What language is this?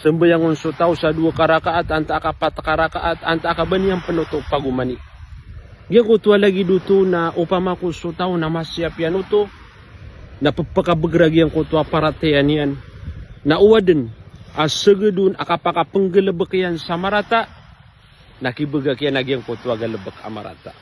Maranao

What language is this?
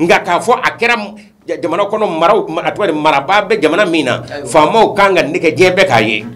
Bambara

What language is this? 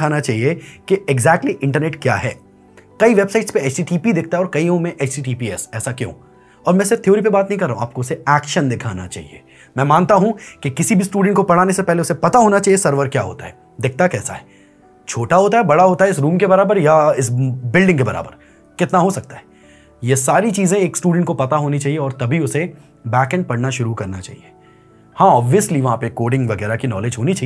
Hindi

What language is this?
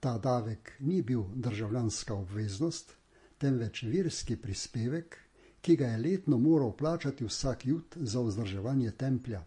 Slovenian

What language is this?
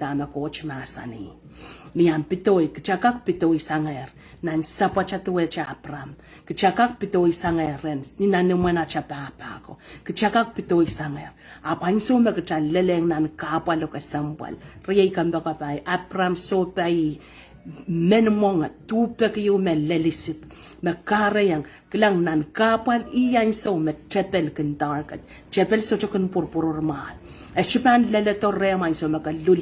Pohnpeian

